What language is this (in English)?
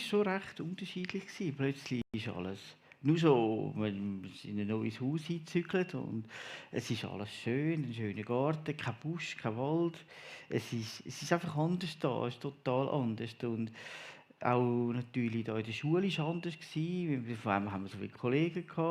Swiss German